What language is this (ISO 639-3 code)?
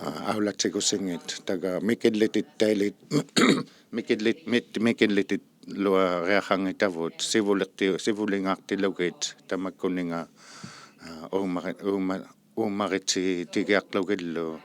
iku